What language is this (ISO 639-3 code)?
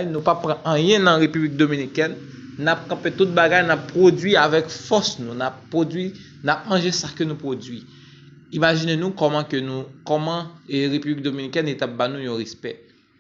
hat